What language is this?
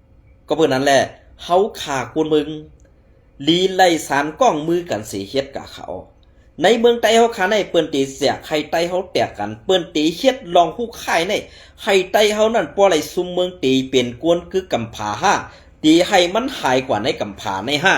Shan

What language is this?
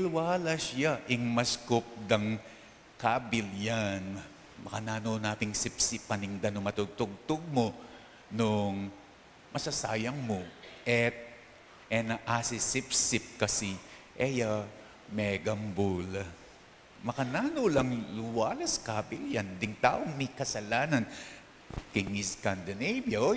Pampanga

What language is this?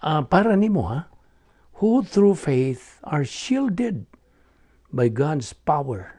Cebuano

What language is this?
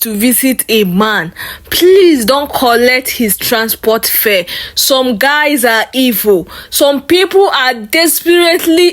Nigerian Pidgin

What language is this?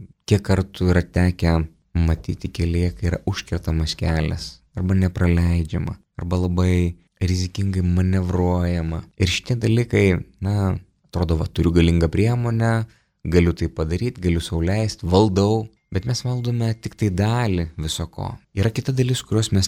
Lithuanian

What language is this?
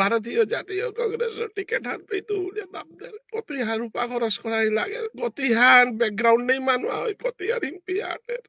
Bishnupriya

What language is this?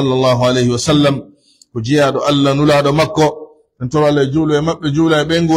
Pular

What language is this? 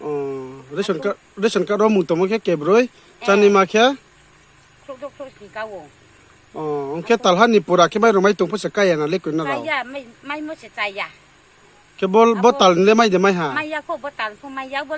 Riang (India)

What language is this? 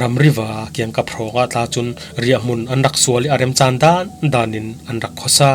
Falam Chin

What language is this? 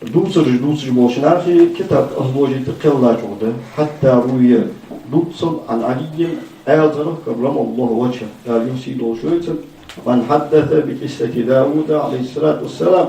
Ingush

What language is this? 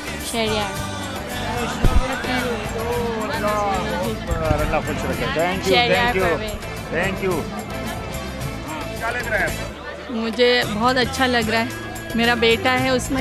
Hindi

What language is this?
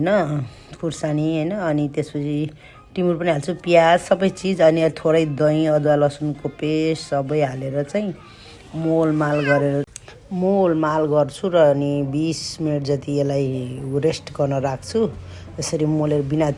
Nepali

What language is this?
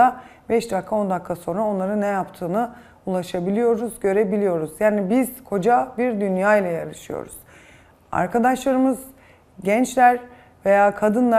Turkish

